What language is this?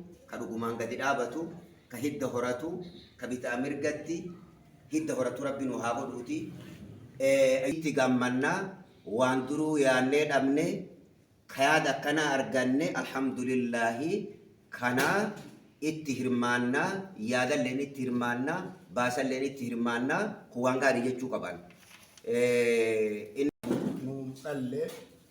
Oromo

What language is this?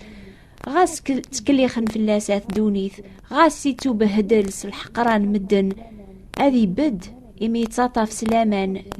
Kabyle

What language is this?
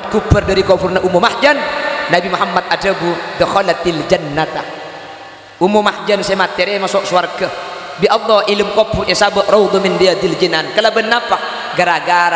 Madurese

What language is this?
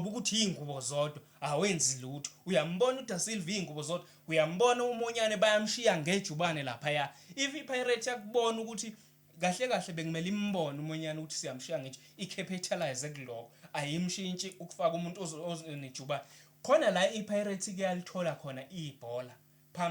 Zulu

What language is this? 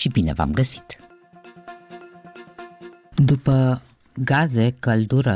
Romanian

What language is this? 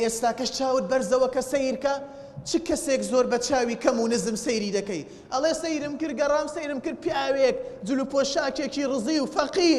Central Kurdish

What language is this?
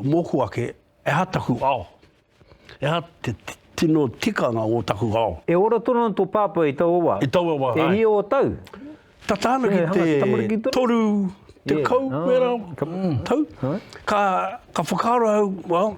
Māori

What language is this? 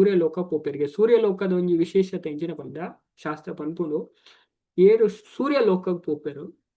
Tulu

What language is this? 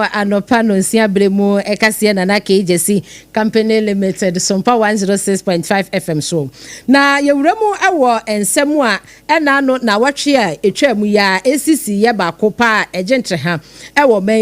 Akan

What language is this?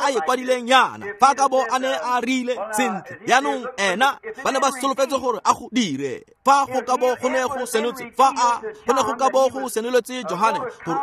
Tswana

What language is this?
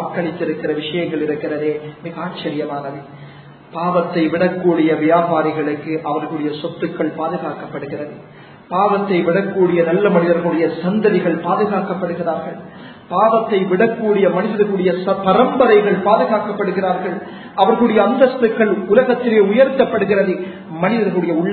Tamil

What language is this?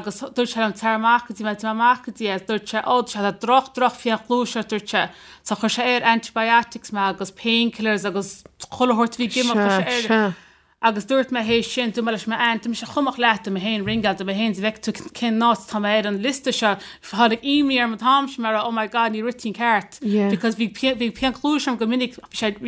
Irish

